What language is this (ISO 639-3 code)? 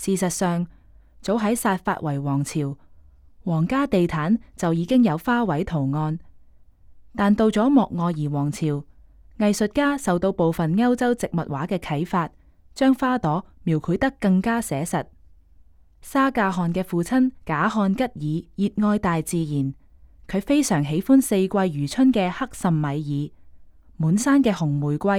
yue